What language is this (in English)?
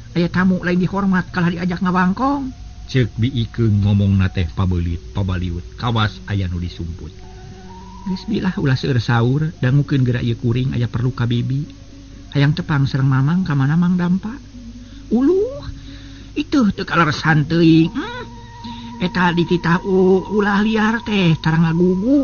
Sundanese